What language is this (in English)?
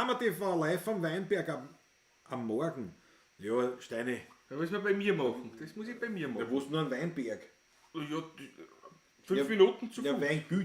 Bavarian